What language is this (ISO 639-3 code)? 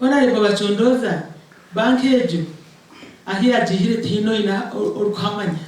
nyn